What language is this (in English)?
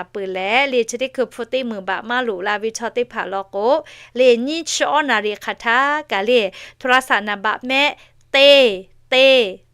Lahu